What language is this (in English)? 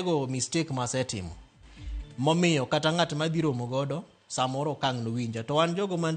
Luo (Kenya and Tanzania)